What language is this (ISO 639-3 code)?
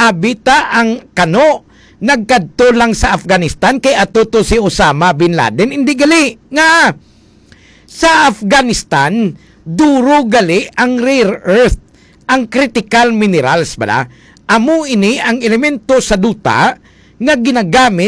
hil